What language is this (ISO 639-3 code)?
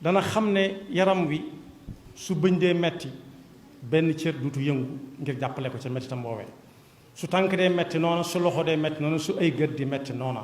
wol